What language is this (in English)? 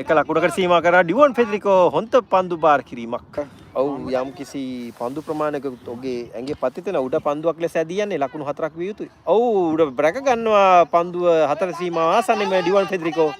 Sinhala